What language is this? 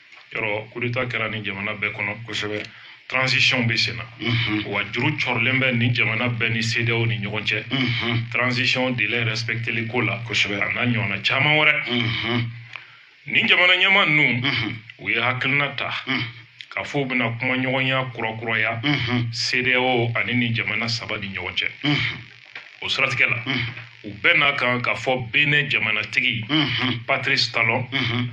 Bambara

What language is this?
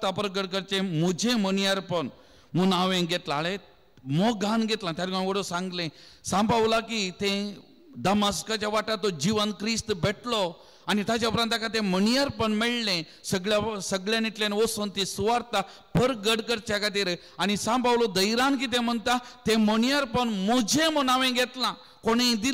Konkani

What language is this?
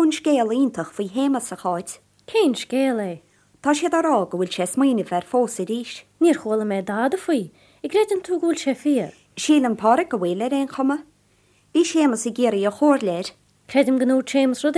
Irish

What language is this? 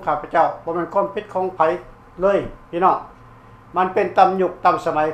Lao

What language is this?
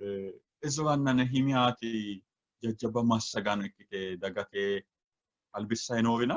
Sidamo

